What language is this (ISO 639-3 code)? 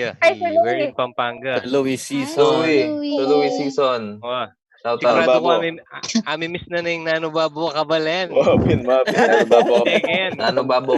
pam